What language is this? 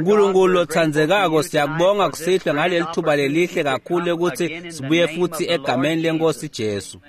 Swati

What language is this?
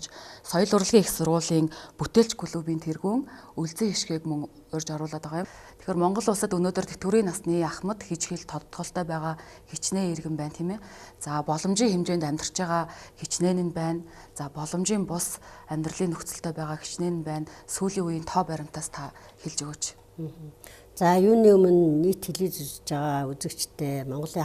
Mongolian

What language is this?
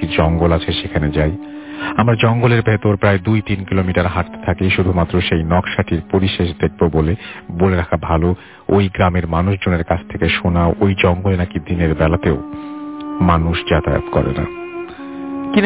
Bangla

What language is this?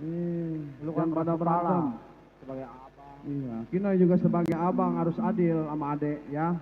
Betawi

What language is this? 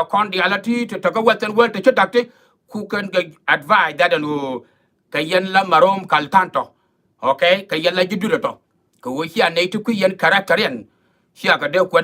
Nuer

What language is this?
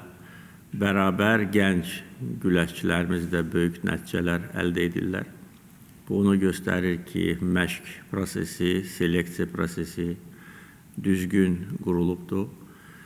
Azerbaijani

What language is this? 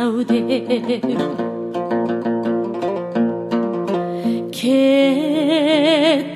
Kazakh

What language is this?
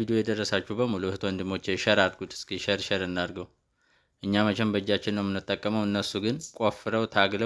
Amharic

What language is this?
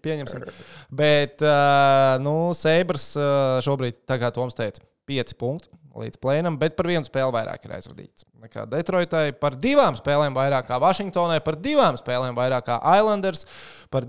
Latvian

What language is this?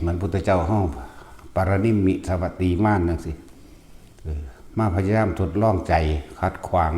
Northeastern Thai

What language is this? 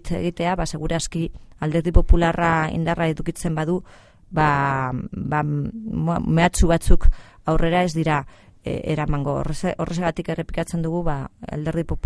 Basque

